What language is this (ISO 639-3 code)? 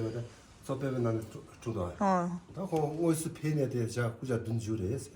bod